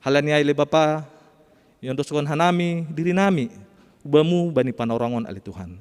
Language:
Batak Simalungun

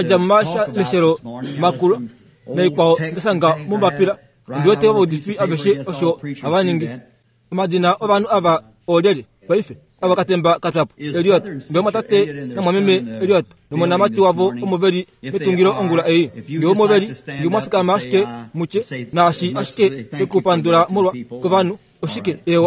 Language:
Kuanyama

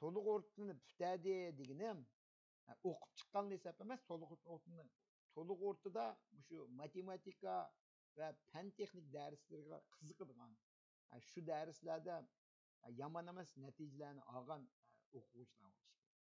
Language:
Uyghur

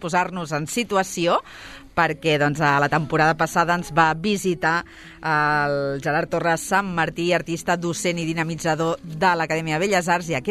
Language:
Catalan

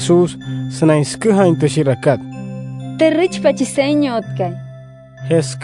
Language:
Wayuu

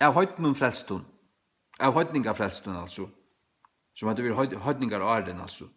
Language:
Faroese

